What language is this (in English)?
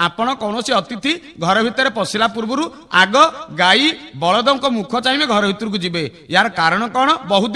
Odia